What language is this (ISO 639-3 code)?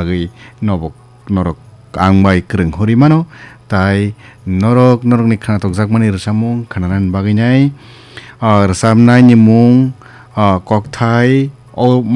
trp